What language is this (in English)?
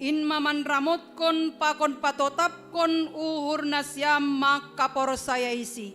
Batak Simalungun